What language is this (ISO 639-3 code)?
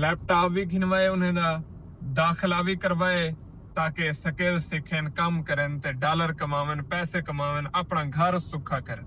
skr